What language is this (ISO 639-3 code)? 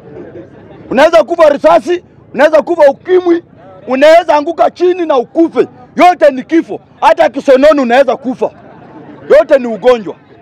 swa